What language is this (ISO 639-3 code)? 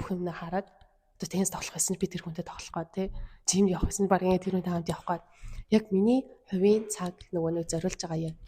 mon